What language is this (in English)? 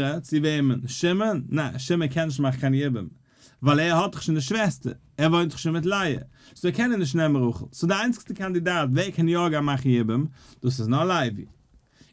Yiddish